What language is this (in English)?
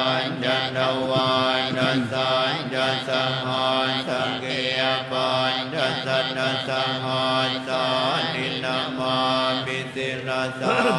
Pali